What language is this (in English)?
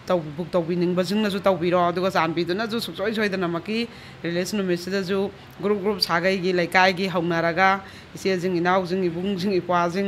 Manipuri